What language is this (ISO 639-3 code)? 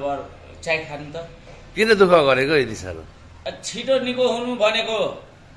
nep